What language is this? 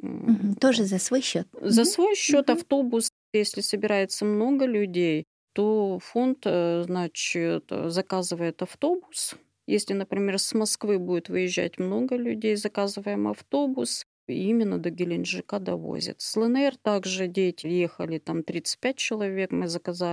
Russian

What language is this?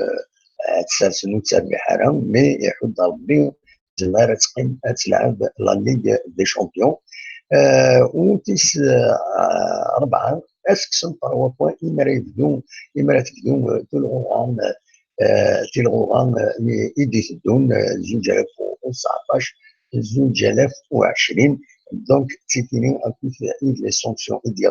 Kabyle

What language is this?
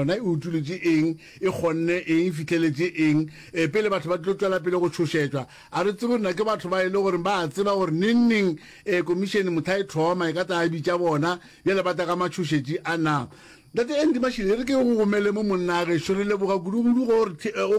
Northern Sotho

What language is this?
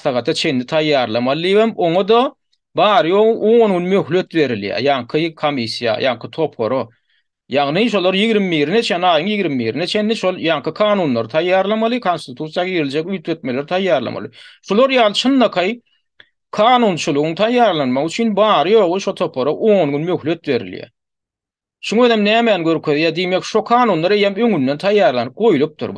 Turkmen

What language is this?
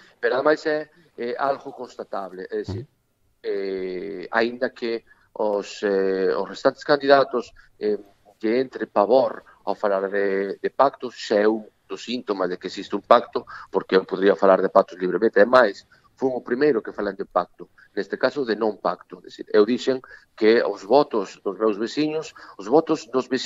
Galician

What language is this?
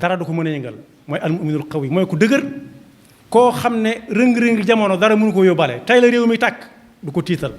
Wolof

